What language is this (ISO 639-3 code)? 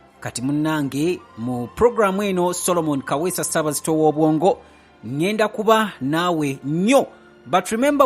lug